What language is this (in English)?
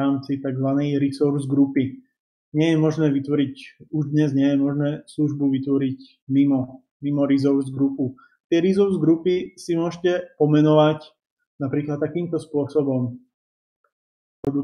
Slovak